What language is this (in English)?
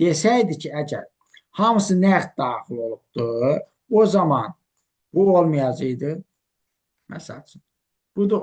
Azerbaijani